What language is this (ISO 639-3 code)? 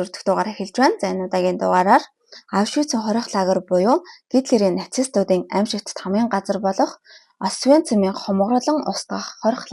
mon